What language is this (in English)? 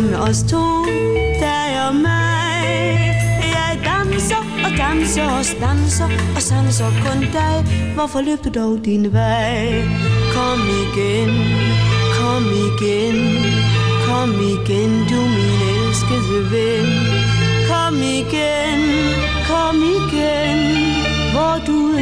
Danish